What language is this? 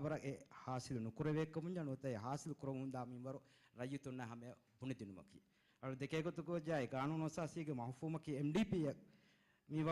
Divehi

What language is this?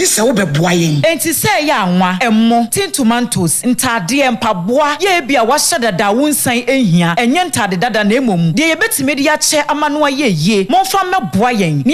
Akan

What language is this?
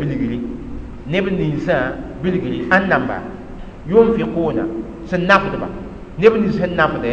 Mossi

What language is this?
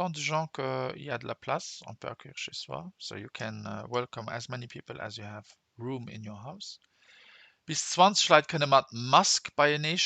Luxembourgish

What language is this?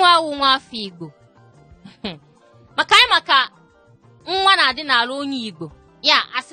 Igbo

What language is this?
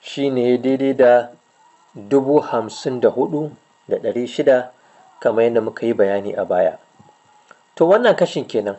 Hausa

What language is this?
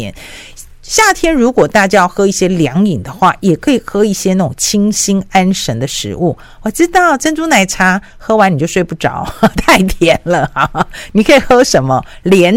Chinese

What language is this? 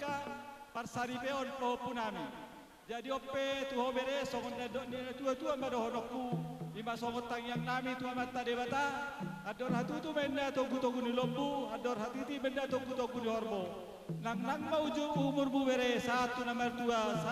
Batak Toba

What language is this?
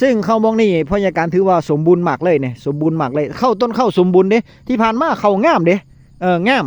Northeastern Thai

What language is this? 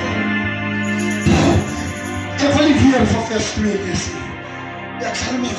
Afrikaans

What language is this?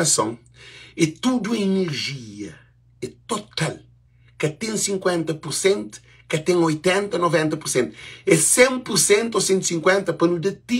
Kabuverdianu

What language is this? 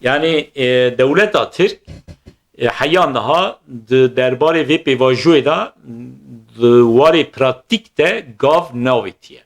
Kurdish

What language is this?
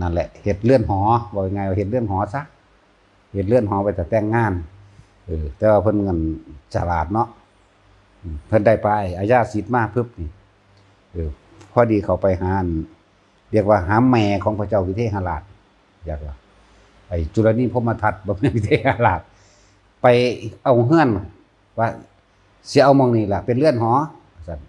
Northeastern Thai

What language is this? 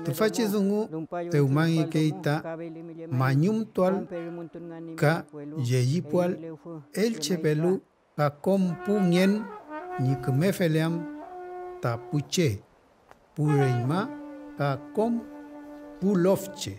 Mapuche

